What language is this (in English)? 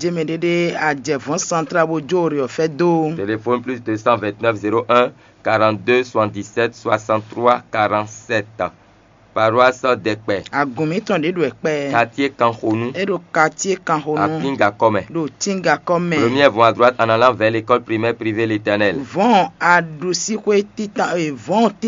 Fon